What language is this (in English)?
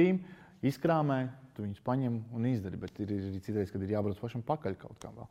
Latvian